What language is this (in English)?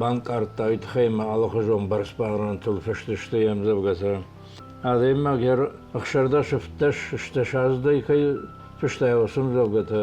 Ossetic